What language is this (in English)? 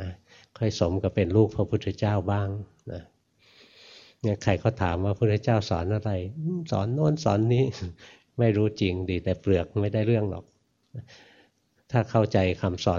Thai